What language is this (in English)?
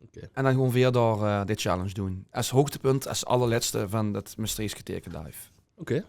Limburgish